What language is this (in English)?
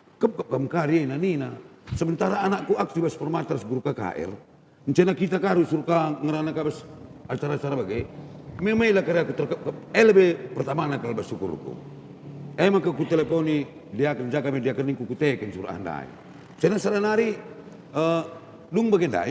Batak Karo